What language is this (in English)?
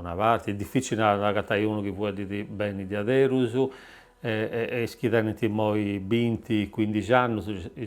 Sardinian